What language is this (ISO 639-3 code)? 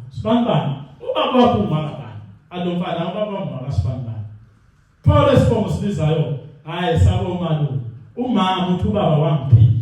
zul